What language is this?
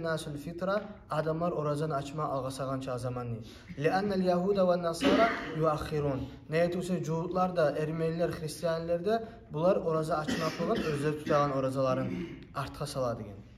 Kumyk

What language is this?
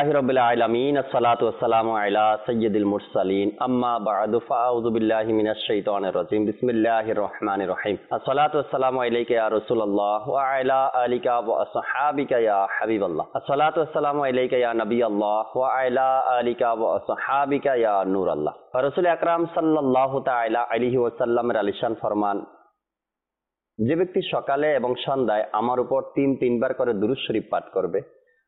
Bangla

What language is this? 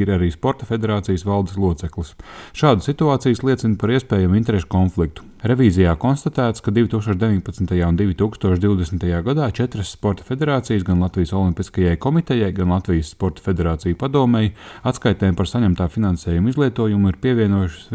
Latvian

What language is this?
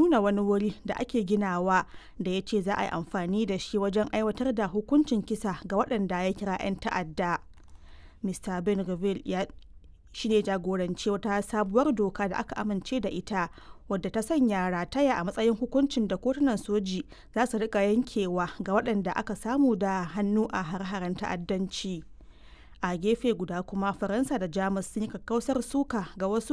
Hausa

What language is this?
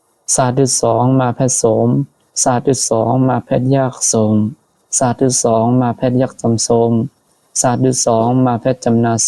Shan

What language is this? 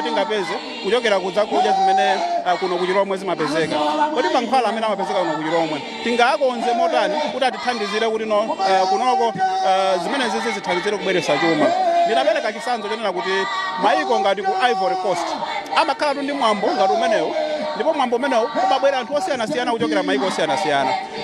Nyanja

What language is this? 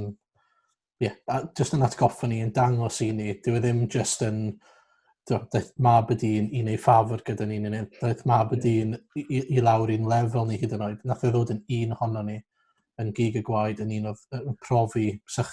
Welsh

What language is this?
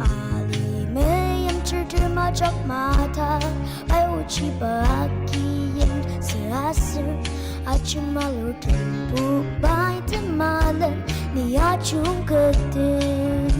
Ao Naga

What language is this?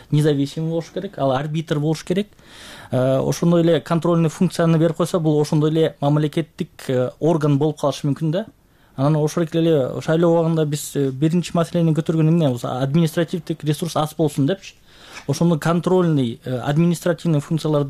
Kyrgyz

